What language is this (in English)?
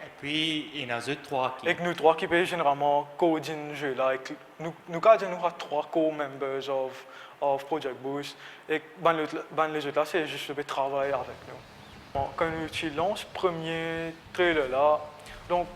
Morisyen